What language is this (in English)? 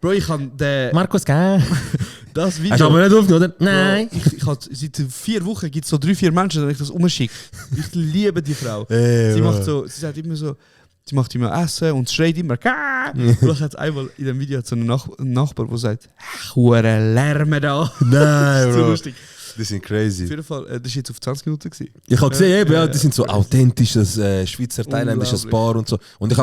Swiss German